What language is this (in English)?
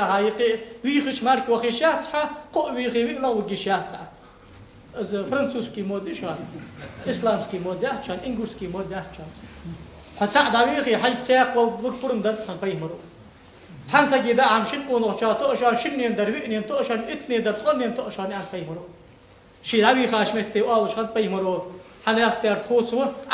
Ingush